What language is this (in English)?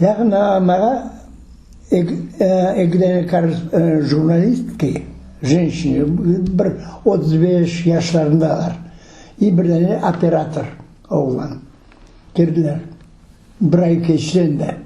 Crimean Tatar